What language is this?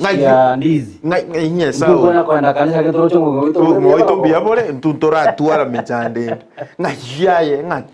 Gusii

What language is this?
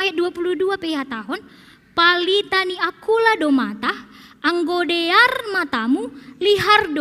Batak Simalungun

